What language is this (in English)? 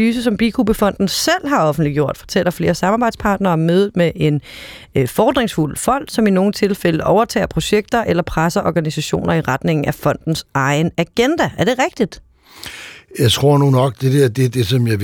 Danish